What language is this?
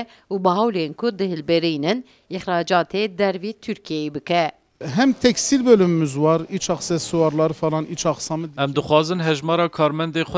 Kurdish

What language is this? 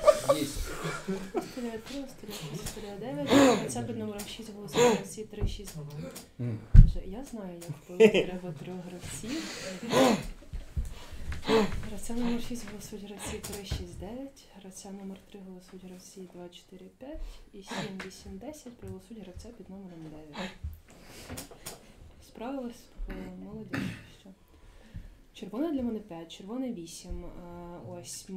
Ukrainian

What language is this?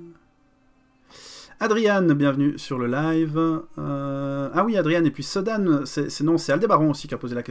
French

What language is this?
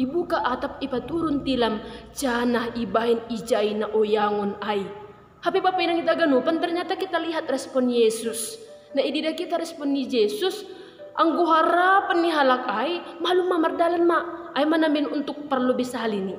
Batak Simalungun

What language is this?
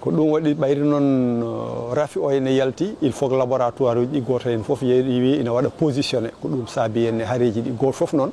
Fula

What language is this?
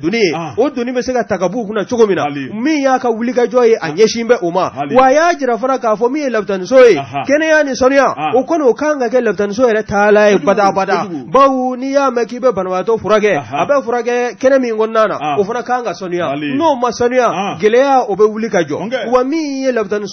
Bambara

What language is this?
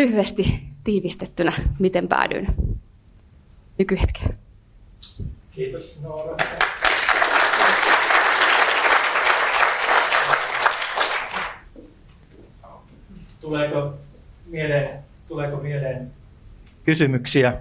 Finnish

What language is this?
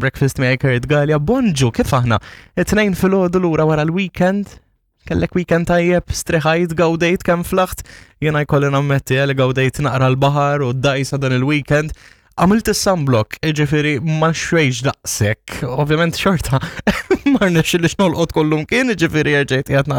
Maltese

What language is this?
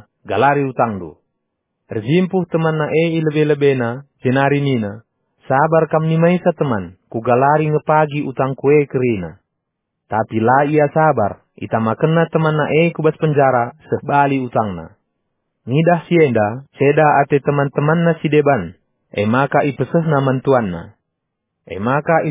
Batak Karo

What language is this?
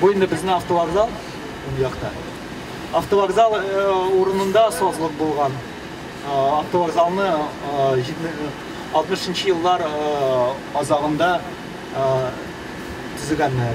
Tatar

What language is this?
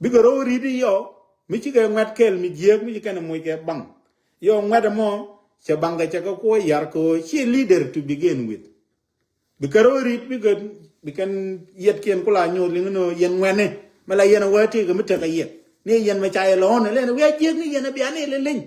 Nuer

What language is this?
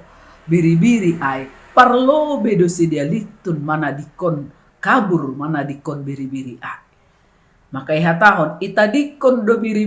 Batak Simalungun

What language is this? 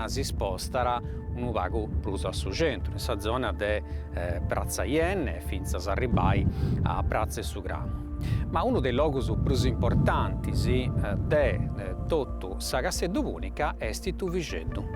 Sardinian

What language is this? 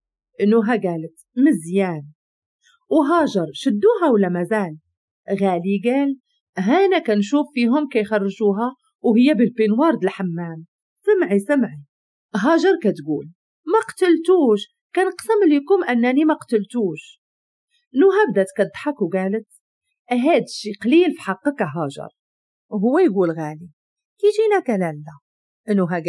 Moroccan Arabic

